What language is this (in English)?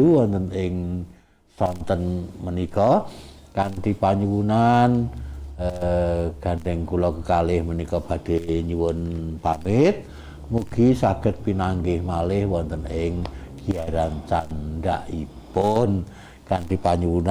Javanese